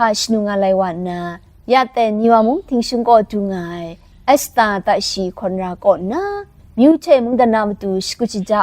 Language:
Kachin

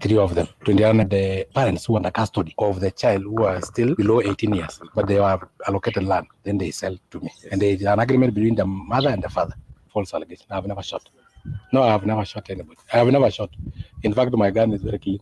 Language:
Masai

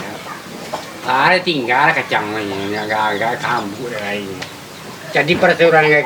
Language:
Minangkabau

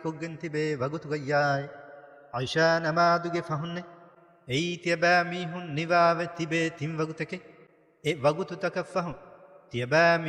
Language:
Divehi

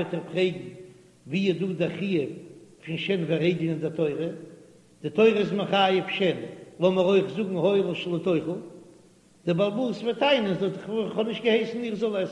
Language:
Yiddish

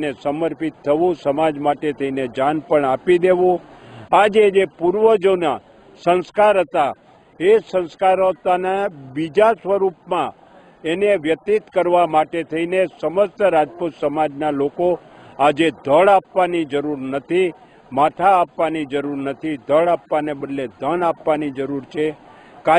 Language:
Gujarati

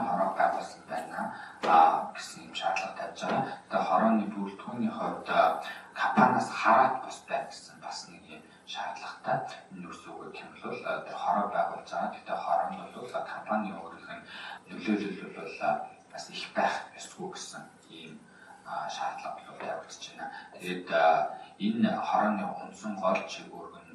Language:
Mongolian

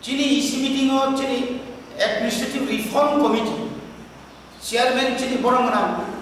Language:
Kok Borok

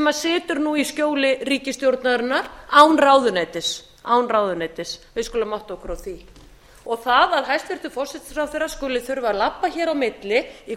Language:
Icelandic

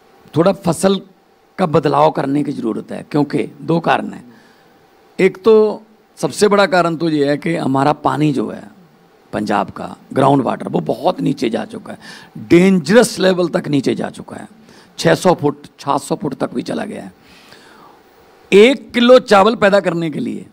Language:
Hindi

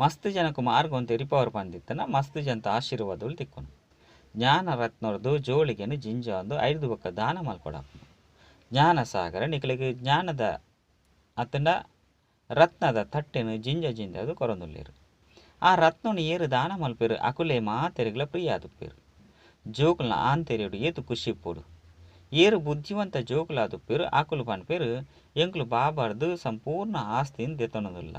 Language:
Tulu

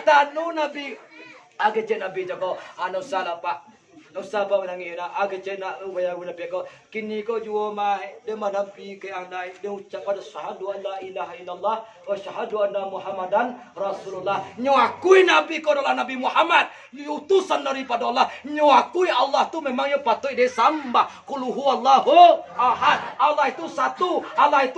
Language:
Minangkabau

